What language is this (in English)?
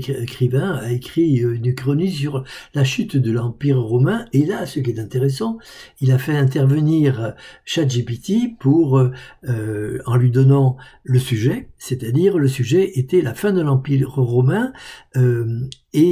French